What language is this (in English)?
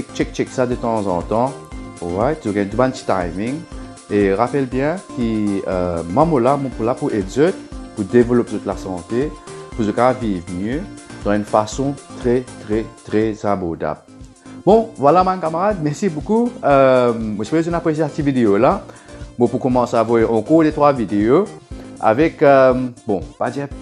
Morisyen